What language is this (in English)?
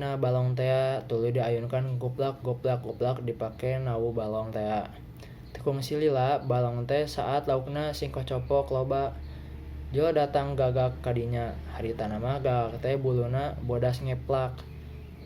Sundanese